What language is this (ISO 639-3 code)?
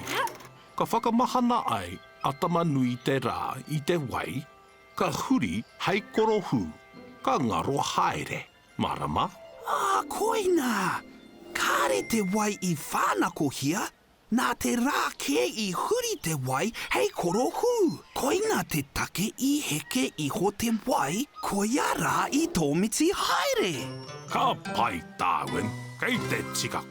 mri